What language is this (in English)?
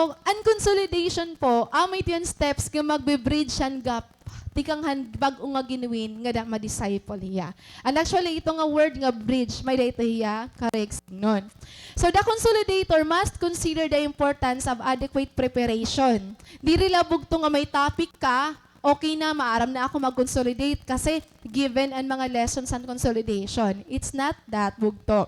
Waray